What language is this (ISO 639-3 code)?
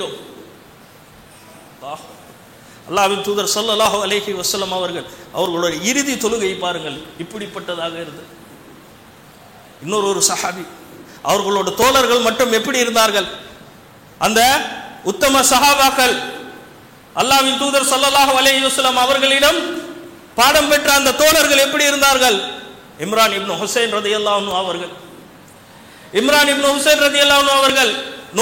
tam